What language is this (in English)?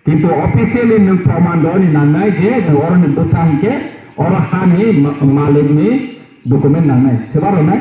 Kok Borok